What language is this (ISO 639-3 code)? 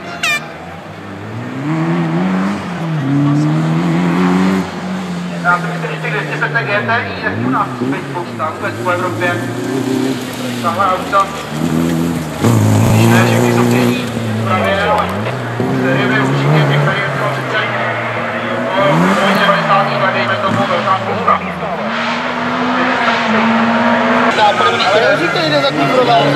ces